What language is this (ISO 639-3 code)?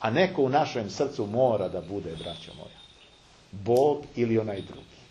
srp